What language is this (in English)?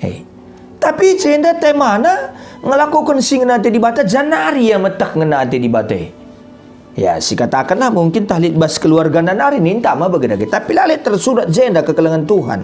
Batak Karo